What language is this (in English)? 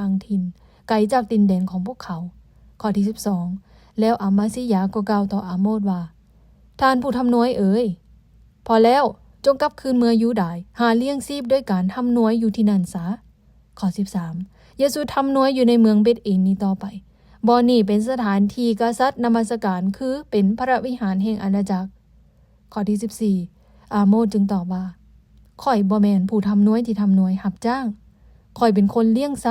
Lao